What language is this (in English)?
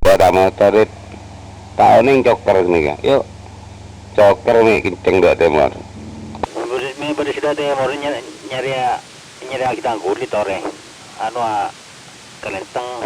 Madurese